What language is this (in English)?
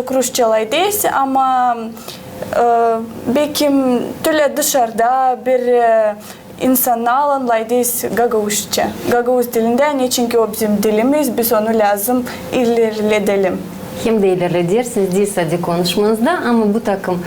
Gagauz